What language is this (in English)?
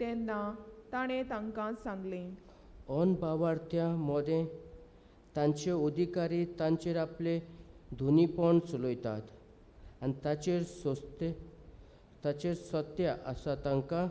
Konkani